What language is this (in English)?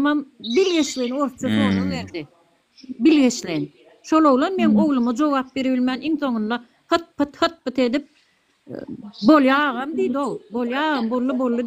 Turkmen